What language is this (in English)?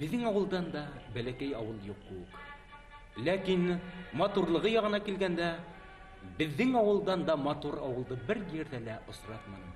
Bashkir